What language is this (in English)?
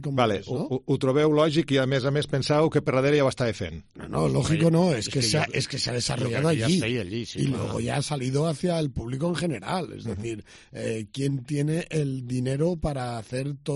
Catalan